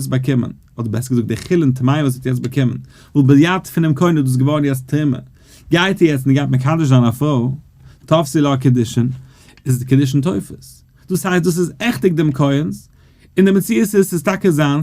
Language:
Yiddish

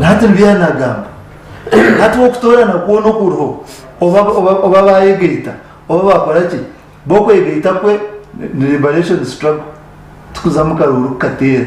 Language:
Nyankole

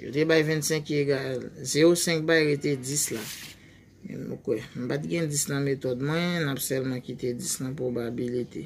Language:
Haitian Creole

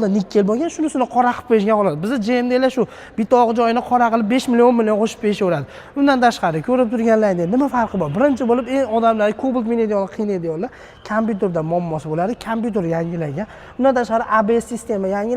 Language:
Uzbek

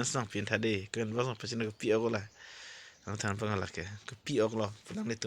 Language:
Karbi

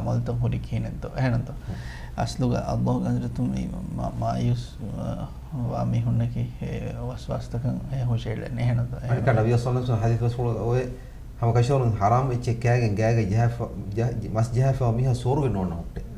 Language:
Divehi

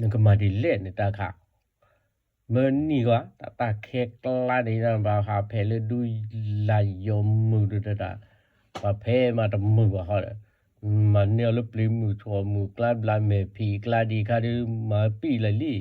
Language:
S'gaw Karen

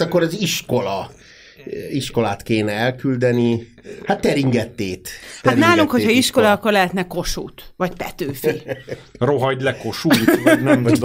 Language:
Hungarian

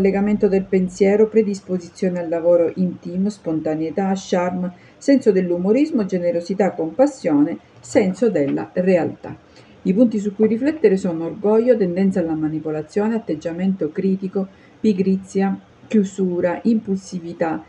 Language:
Italian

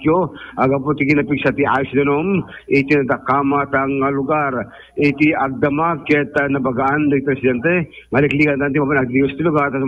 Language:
Iloko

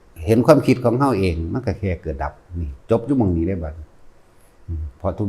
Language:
Northeastern Thai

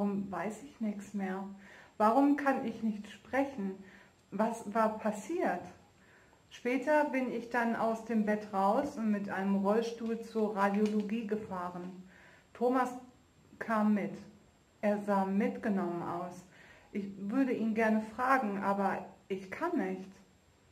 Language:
German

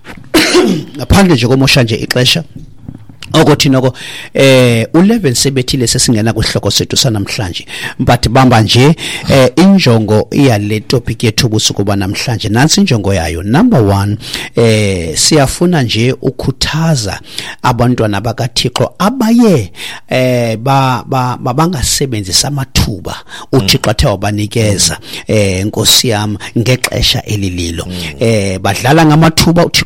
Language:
Xhosa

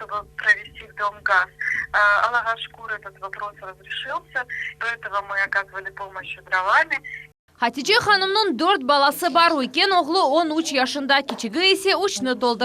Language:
Crimean Tatar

